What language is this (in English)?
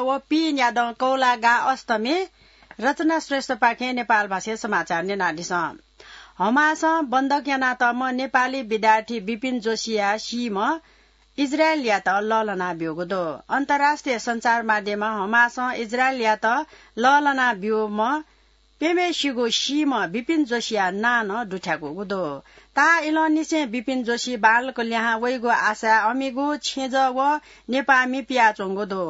Newari